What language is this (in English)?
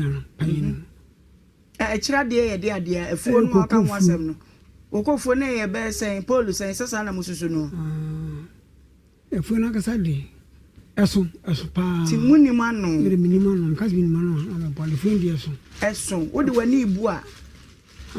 Akan